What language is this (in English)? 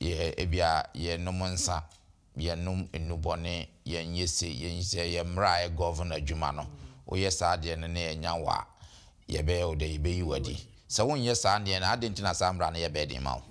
Akan